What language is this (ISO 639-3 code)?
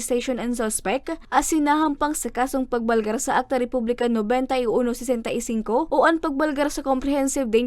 bik